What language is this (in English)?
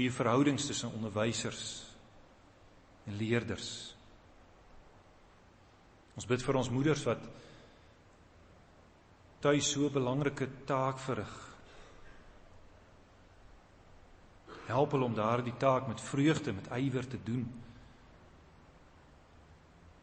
Afrikaans